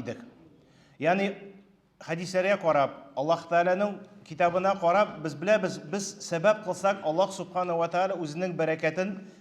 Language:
Tatar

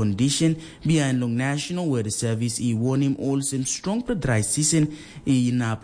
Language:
Tok Pisin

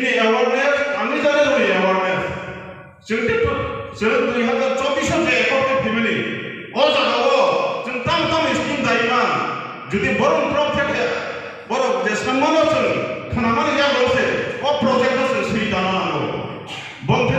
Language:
Kok Borok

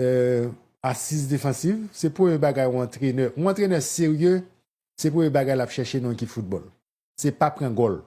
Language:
Haitian Creole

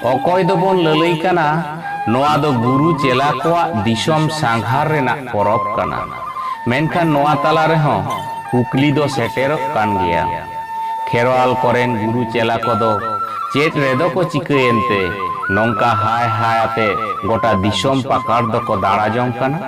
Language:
Santali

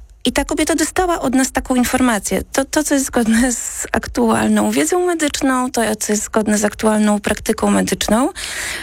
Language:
Polish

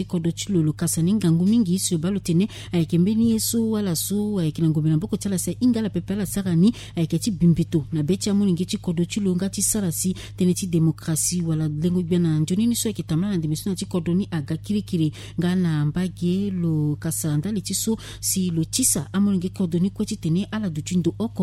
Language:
Sango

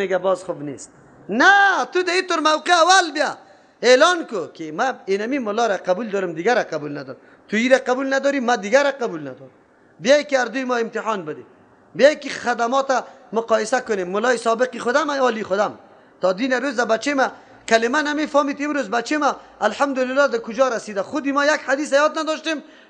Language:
Persian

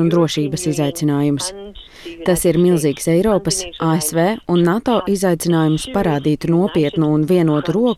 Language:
Latvian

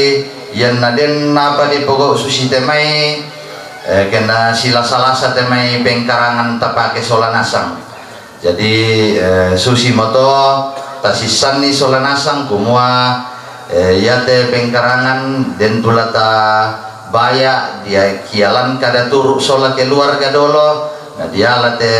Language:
Toraja-Sa'dan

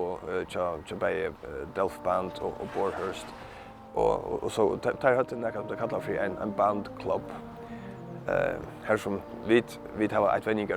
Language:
Faroese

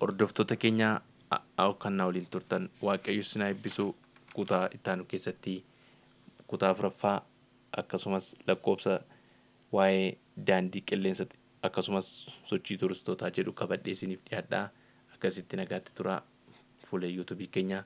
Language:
Oromo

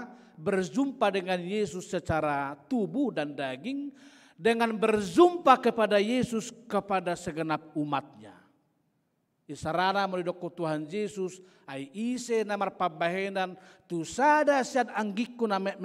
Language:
Batak Toba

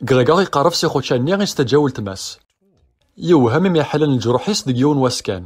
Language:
Kabyle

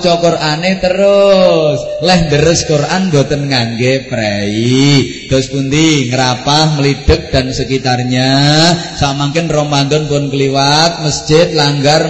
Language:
Javanese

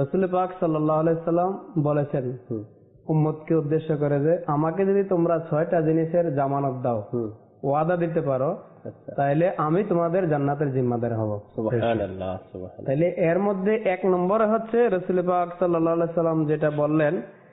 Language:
Bangla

